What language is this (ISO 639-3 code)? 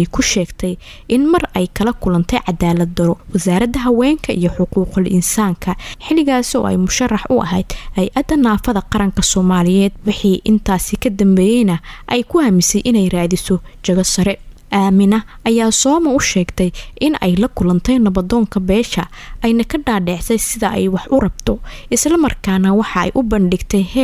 som